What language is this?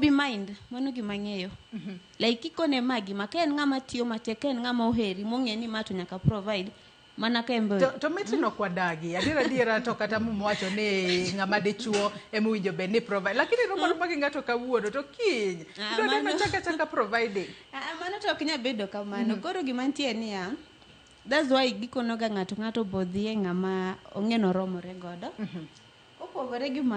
Luo (Kenya and Tanzania)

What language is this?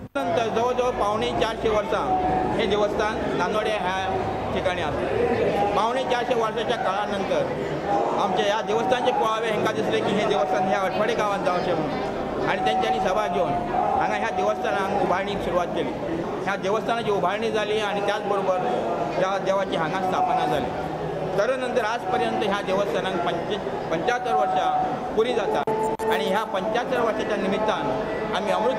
Konkani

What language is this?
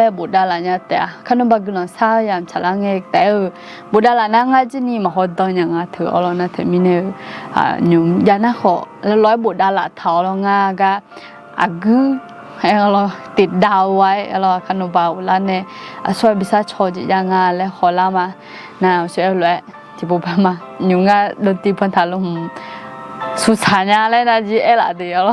Akha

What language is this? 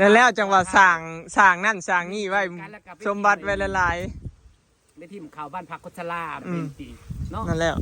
Northeastern Thai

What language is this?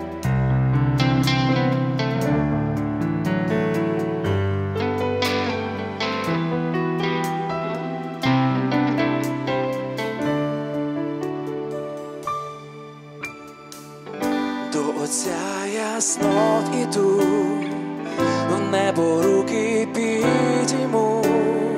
Ukrainian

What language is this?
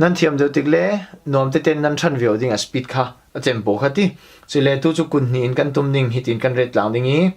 Falam Chin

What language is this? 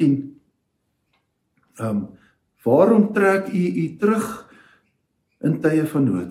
Afrikaans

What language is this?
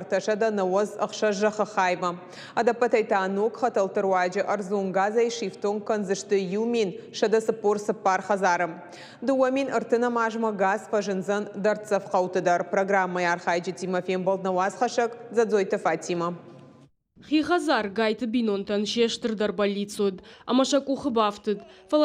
Ossetic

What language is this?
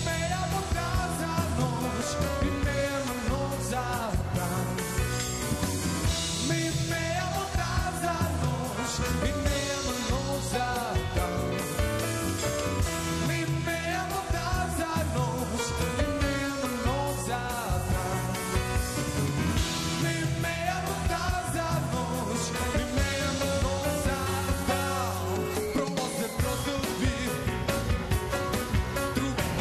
Serbian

